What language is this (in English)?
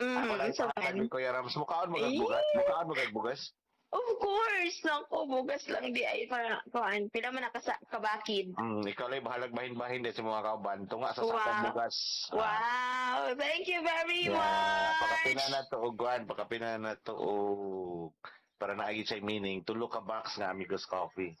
Cebuano